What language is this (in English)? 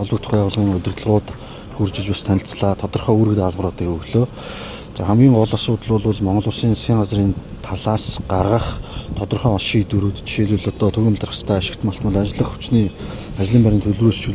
Mongolian